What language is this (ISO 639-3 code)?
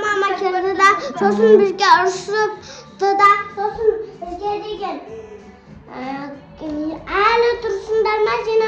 kaz